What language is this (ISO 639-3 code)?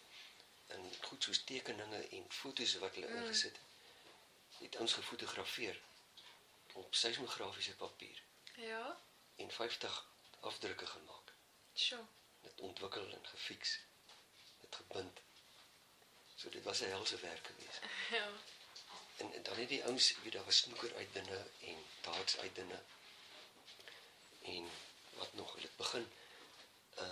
afr